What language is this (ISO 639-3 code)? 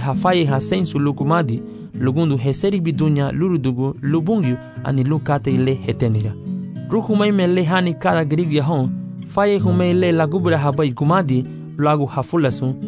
cab